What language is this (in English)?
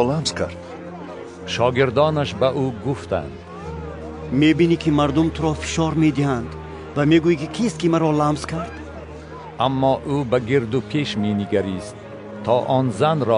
Tajik